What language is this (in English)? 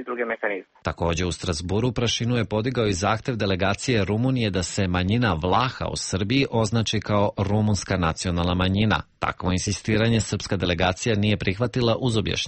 Serbian